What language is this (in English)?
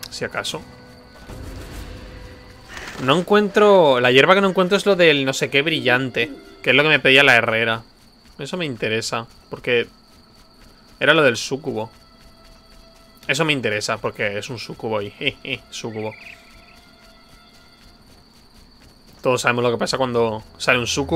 Spanish